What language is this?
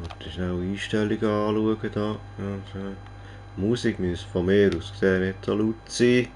Swiss German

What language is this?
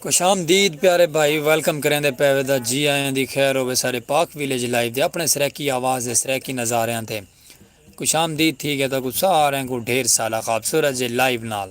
Saraiki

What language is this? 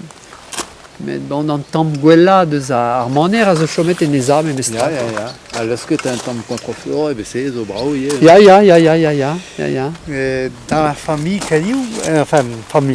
Breton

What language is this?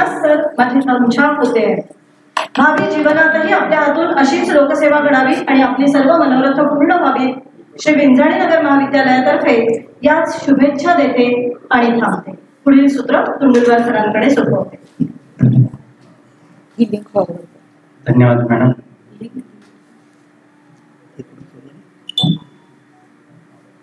Marathi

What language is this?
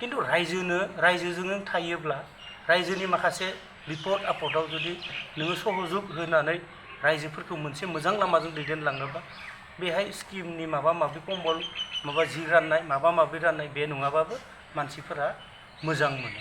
Bodo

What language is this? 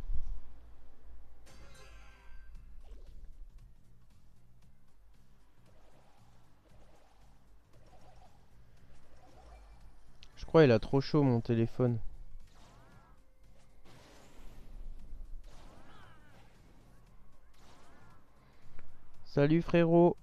French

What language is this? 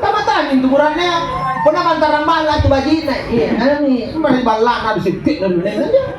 Makasar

